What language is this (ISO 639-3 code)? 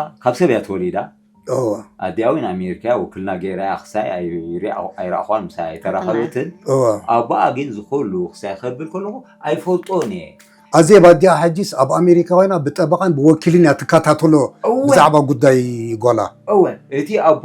tir